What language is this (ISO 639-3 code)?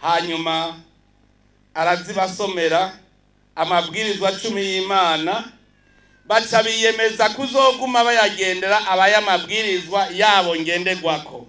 run